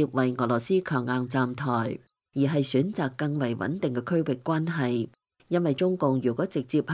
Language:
Cantonese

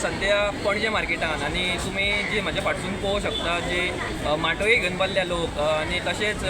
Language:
Konkani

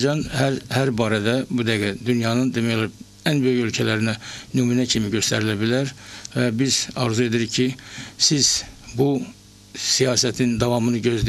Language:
Azerbaijani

